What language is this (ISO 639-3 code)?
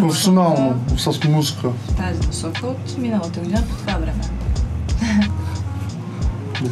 bul